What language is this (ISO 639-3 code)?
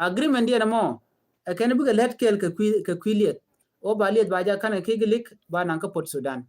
nus